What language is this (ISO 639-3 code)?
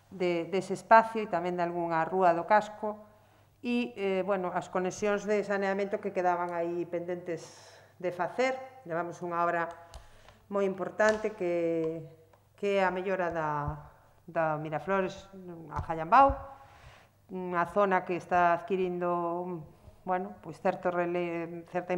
glg